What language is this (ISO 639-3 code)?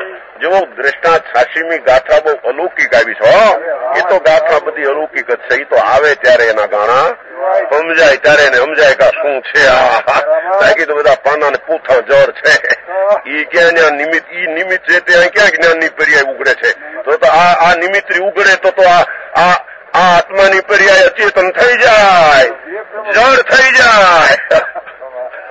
guj